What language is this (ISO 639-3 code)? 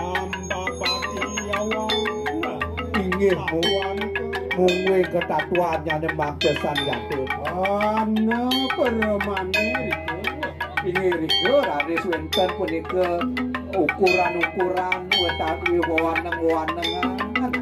ban